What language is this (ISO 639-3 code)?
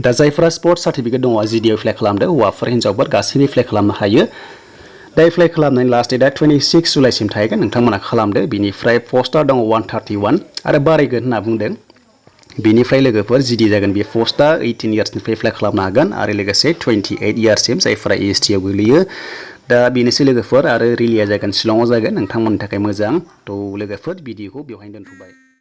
brx